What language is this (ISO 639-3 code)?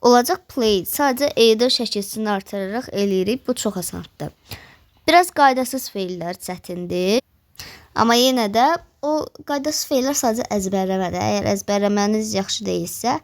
aze